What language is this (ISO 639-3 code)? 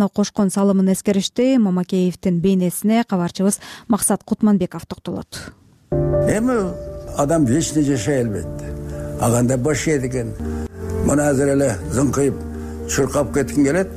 kir